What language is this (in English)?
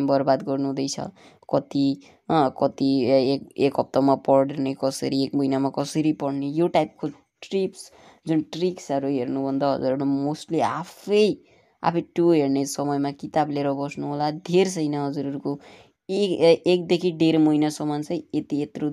Nepali